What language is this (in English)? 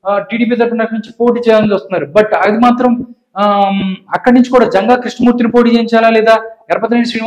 Telugu